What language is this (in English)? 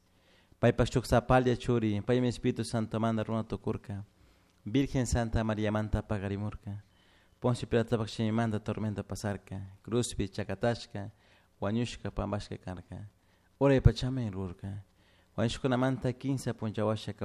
Chimborazo Highland Quichua